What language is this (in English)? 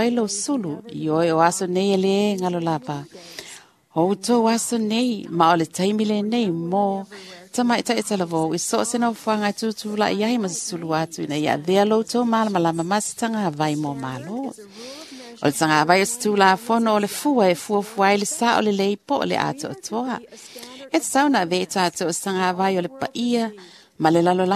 Samoan